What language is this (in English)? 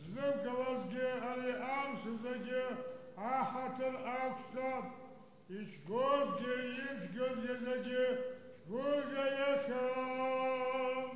Abkhazian